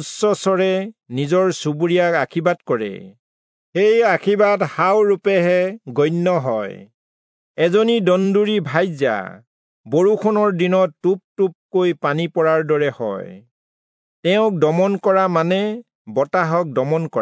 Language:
Assamese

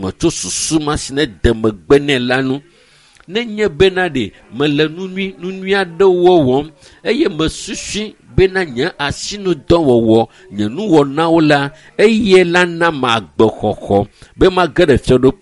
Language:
Ewe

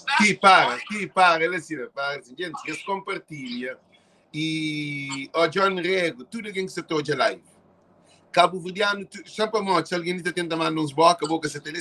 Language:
Kabuverdianu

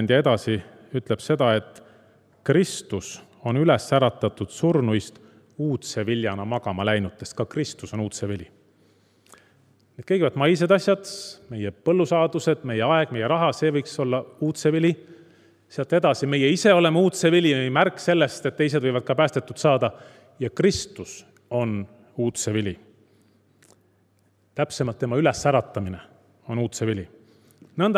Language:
Estonian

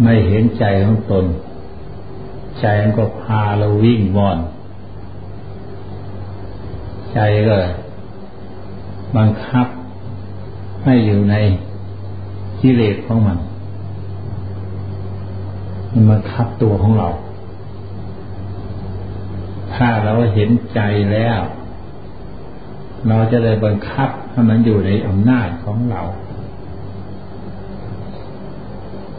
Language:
Thai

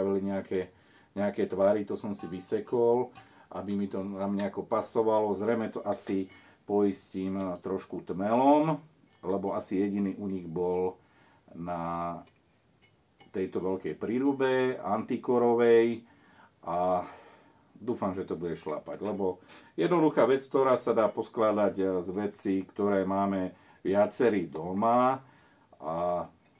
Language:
Slovak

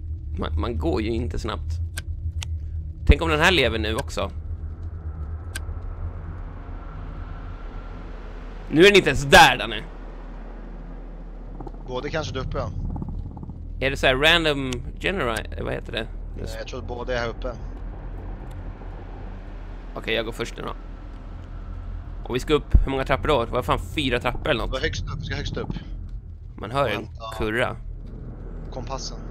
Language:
Swedish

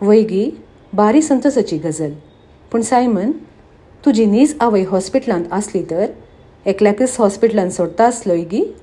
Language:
Konkani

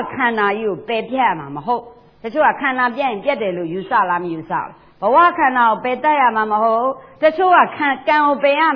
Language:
Burmese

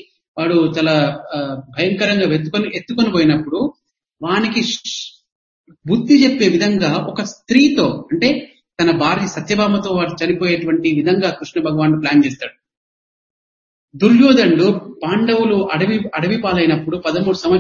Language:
Telugu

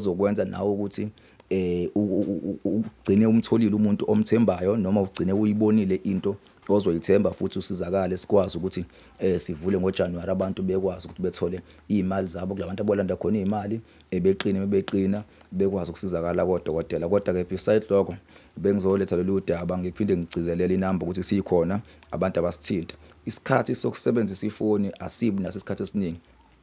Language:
Zulu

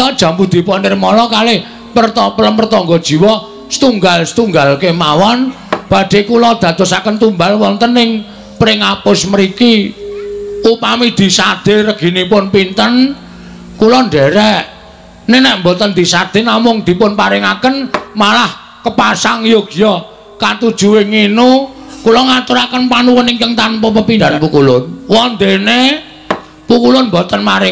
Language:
Javanese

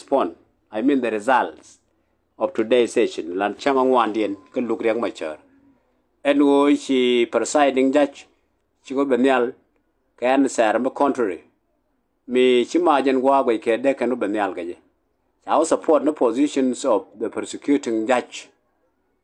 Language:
Nuer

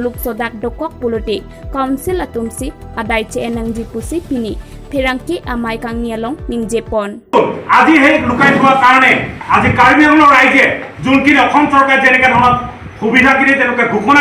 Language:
Karbi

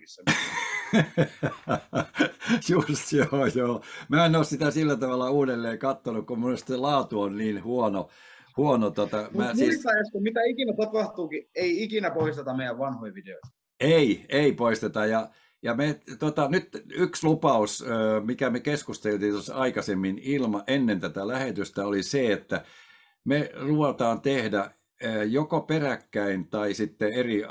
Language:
Finnish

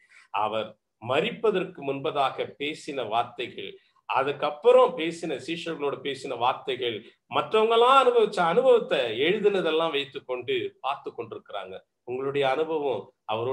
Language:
Tamil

